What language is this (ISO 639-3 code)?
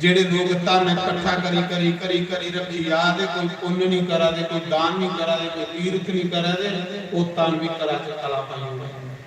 doi